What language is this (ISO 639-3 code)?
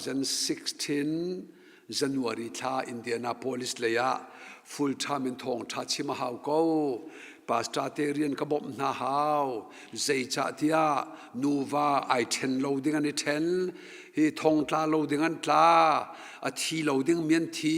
cnh